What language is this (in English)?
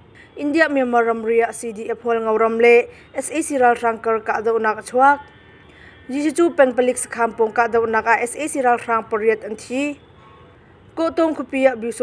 Hakha Chin